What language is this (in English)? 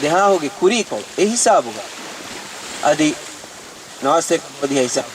Divehi